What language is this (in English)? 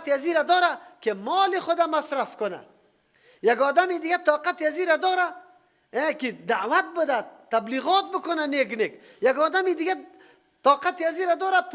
Persian